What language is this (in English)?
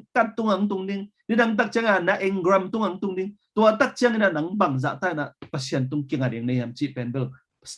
Tedim Chin